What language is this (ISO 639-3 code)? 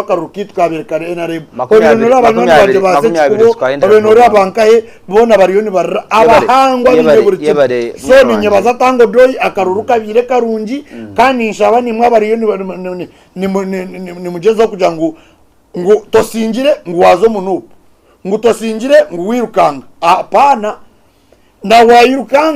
nyn